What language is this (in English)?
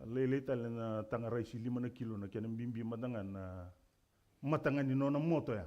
Fijian